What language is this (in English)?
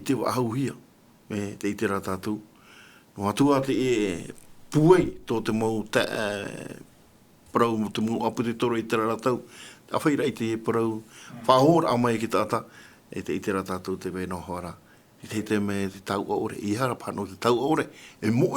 Tahitian